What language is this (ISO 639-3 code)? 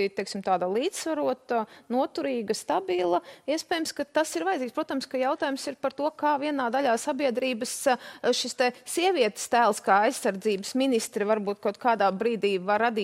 lav